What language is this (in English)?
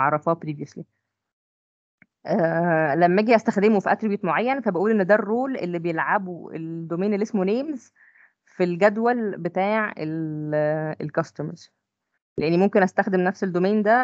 Egyptian Arabic